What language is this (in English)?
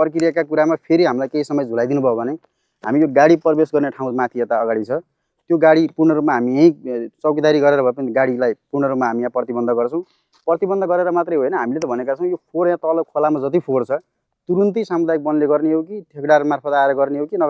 Nepali